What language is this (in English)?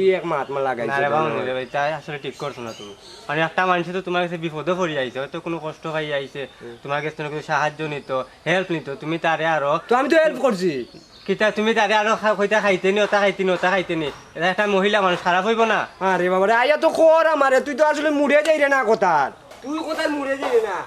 Sylheti